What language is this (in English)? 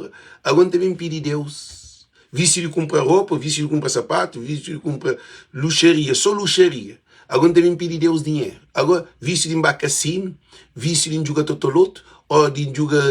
Kabuverdianu